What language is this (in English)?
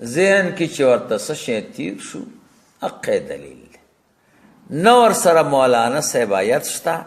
Pashto